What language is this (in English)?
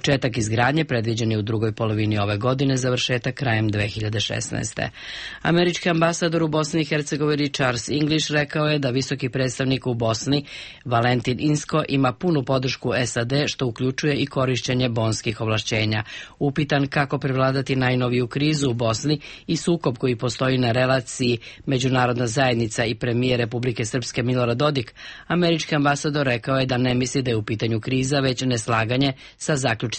Serbian